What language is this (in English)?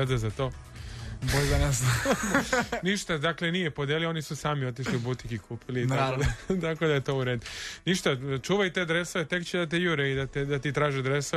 Serbian